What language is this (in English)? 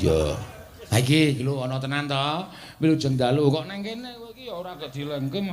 Javanese